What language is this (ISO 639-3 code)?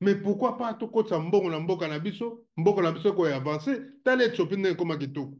lin